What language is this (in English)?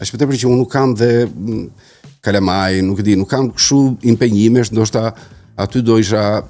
Albanian